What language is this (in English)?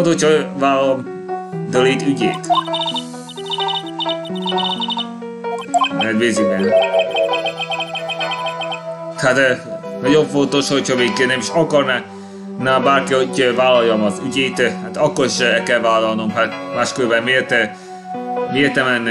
Hungarian